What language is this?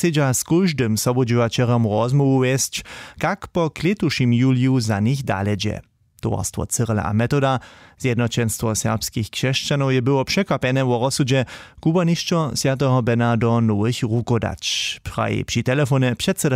Upper Sorbian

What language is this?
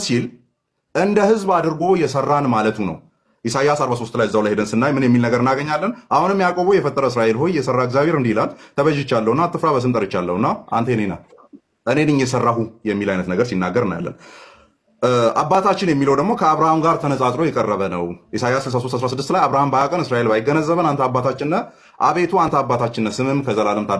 Amharic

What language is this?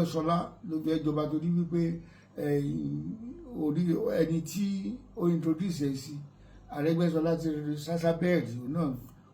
Yoruba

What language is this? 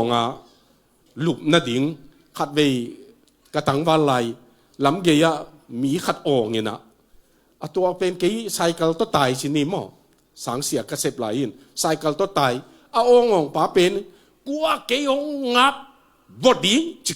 Tedim Chin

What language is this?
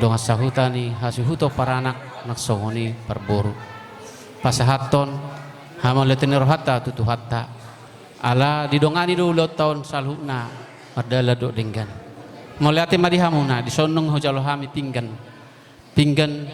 Batak Toba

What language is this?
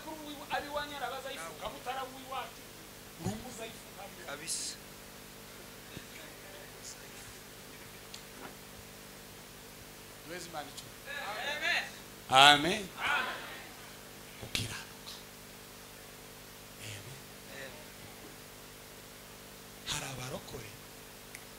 Kinyarwanda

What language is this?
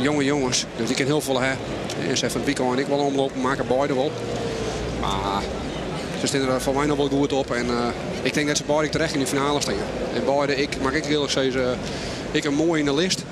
Western Frisian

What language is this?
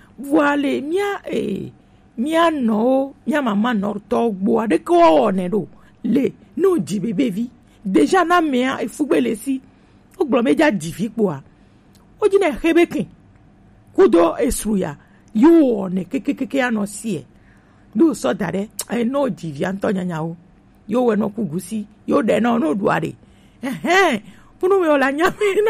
Gen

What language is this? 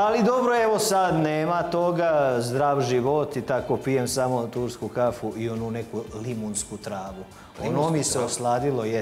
Serbian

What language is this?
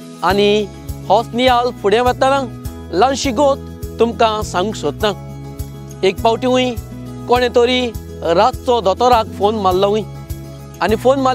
Konkani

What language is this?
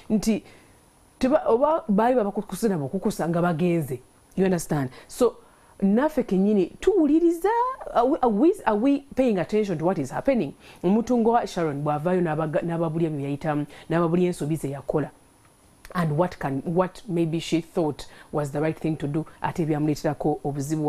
Ganda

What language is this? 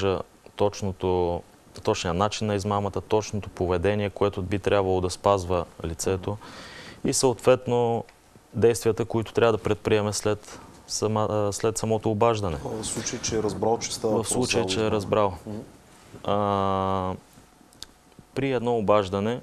Bulgarian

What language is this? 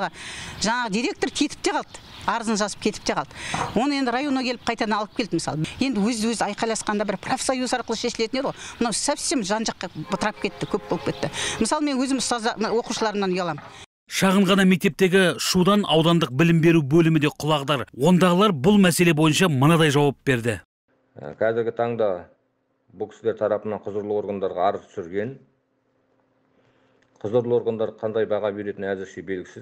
Kazakh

